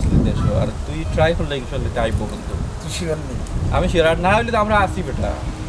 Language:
Sylheti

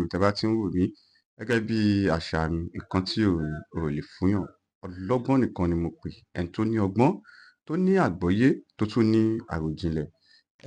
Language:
Yoruba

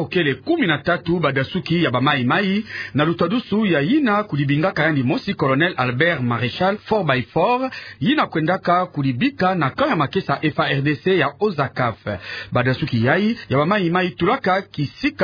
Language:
Kituba (Democratic Republic of Congo)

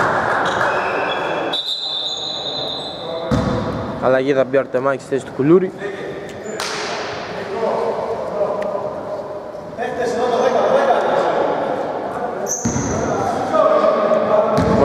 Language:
Greek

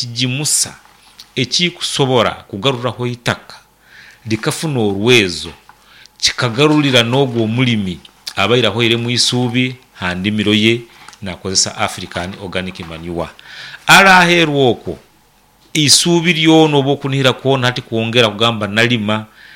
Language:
Nyankole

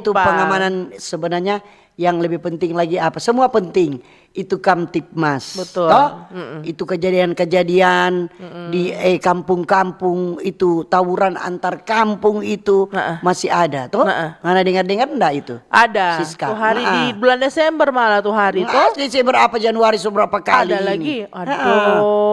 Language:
Manado Malay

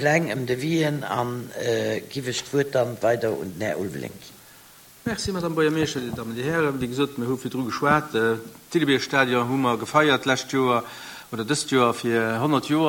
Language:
Luxembourgish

